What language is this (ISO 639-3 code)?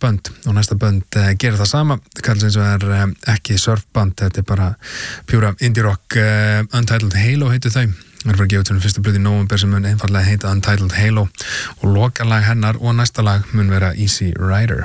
isl